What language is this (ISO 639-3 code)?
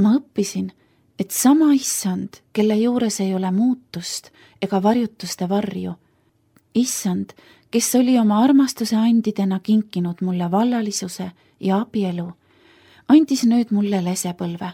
est